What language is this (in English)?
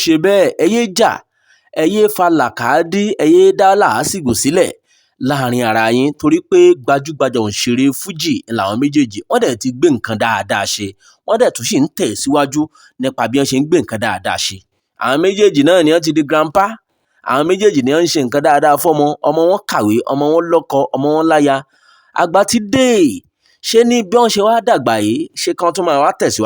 Yoruba